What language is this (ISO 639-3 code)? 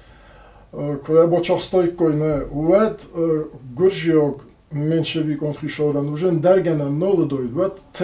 oss